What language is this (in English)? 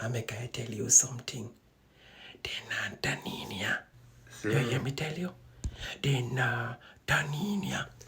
Jamaican Creole English